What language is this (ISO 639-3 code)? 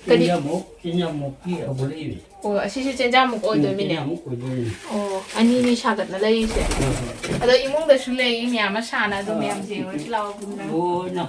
mni